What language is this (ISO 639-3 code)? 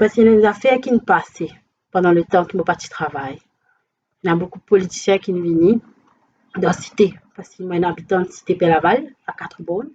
mfe